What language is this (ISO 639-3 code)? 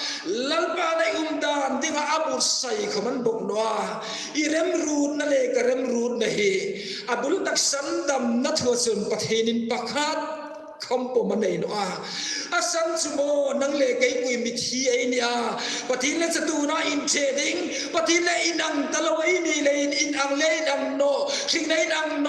hmr